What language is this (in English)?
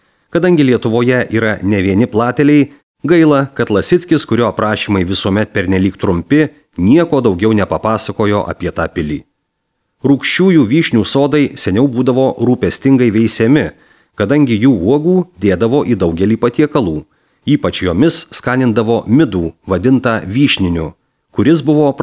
Lithuanian